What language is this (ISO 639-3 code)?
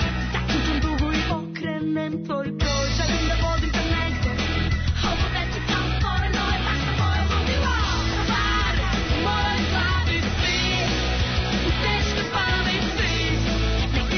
srp